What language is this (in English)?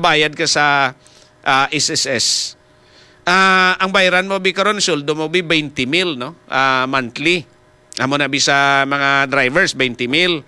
Hiligaynon